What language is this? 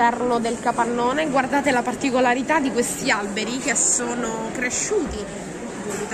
Italian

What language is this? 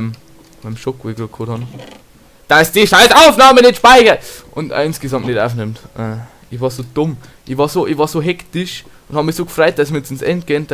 Bavarian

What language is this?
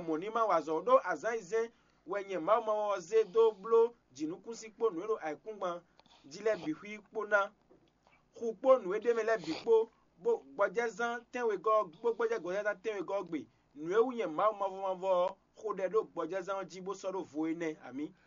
Fon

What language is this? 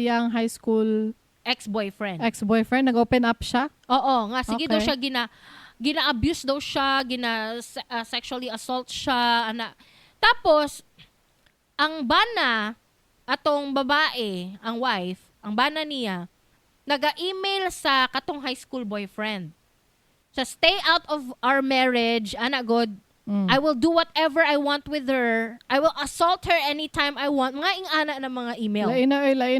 Cebuano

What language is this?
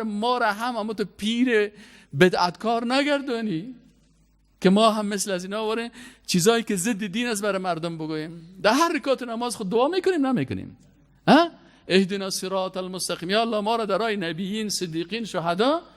Persian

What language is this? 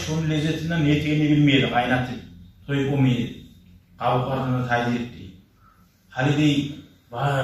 Kumyk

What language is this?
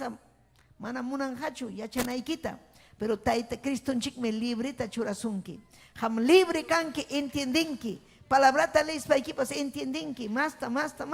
Ayacucho Quechua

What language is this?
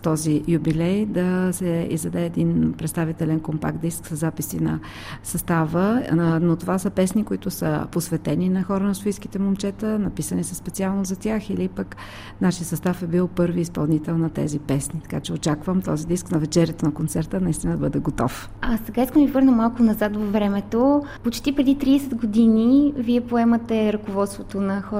Bulgarian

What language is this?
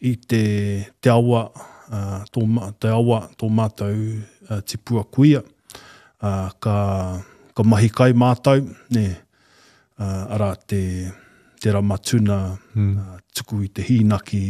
Māori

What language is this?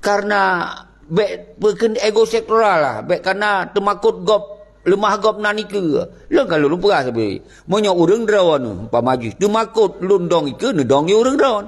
Achinese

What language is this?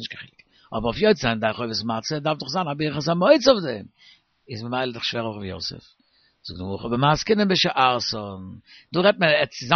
Yiddish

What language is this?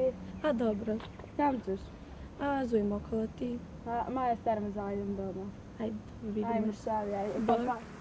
Croatian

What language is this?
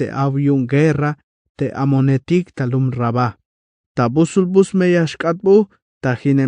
Tzeltal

